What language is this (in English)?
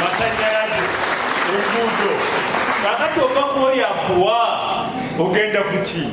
Nyankole